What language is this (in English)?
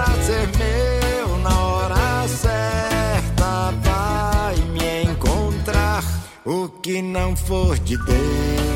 Portuguese